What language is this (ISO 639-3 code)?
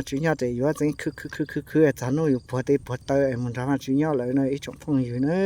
hmn